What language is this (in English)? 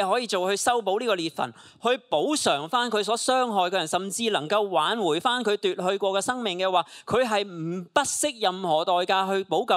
Cantonese